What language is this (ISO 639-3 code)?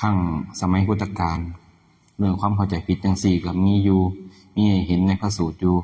tts